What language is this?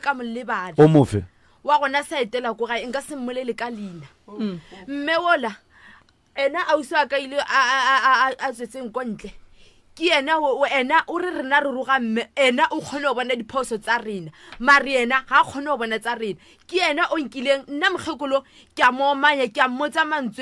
Northern Sotho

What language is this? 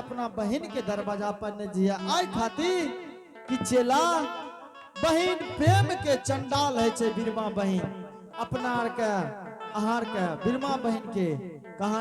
Angika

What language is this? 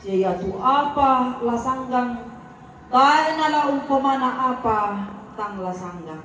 Toraja-Sa'dan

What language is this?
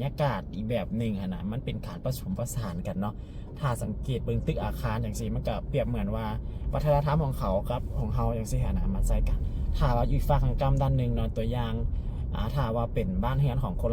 Lao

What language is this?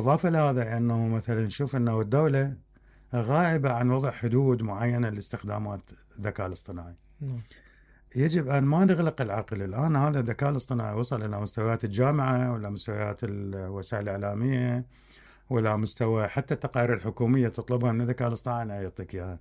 Mesopotamian Arabic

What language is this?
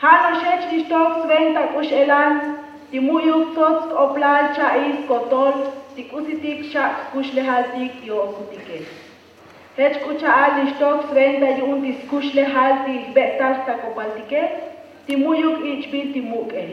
Tzotzil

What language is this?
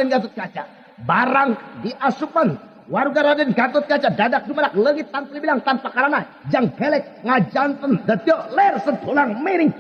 Sundanese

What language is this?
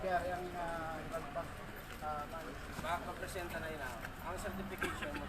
Hiligaynon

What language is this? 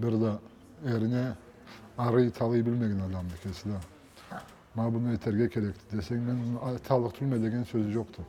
Karachay-Balkar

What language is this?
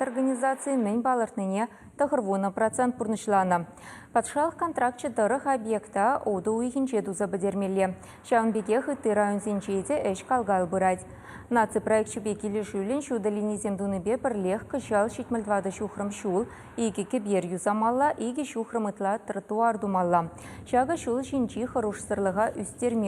Chuvash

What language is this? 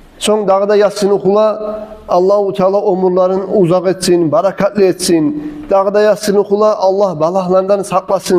Kumyk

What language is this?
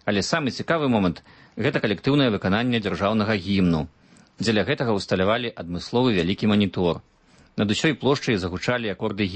Belarusian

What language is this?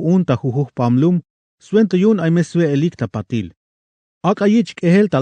Tzeltal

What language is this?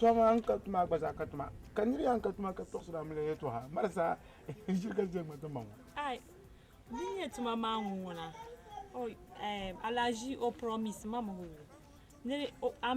Dagbani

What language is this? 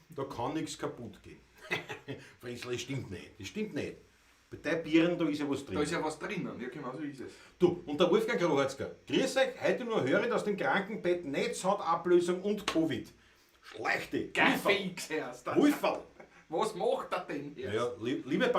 Bavarian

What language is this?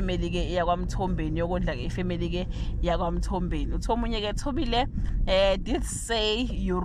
Zulu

